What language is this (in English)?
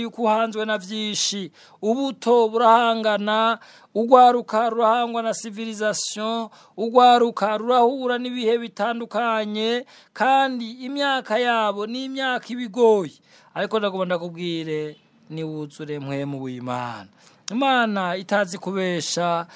Rundi